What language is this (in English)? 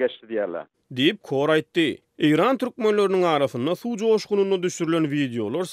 Turkmen